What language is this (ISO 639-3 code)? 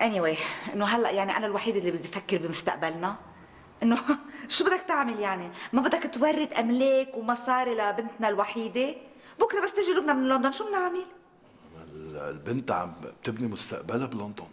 apc